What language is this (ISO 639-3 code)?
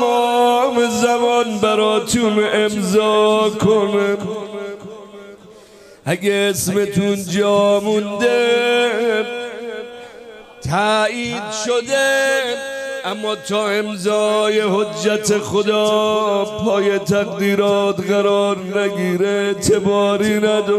fas